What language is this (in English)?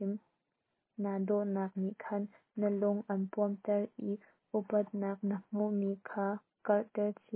Hakha Chin